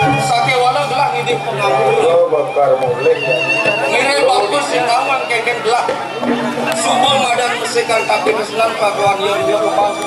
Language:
Balinese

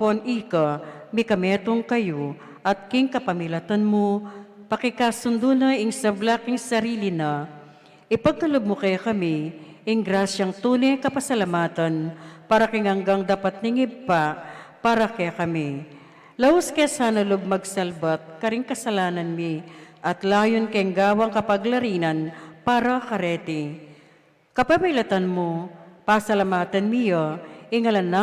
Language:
Pampanga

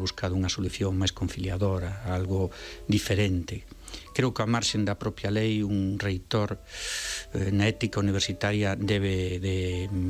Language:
Galician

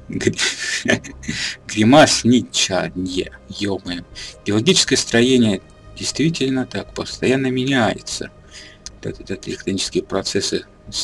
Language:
Russian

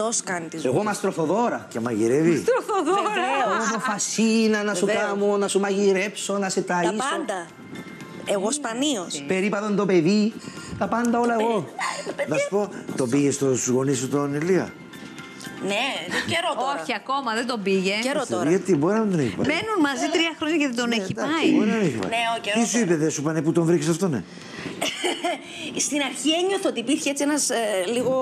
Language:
Greek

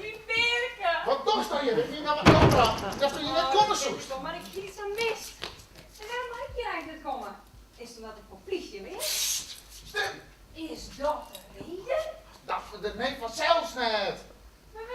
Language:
Western Frisian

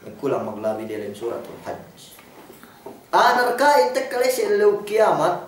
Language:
Yakan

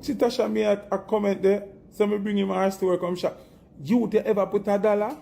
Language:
Jamaican Creole English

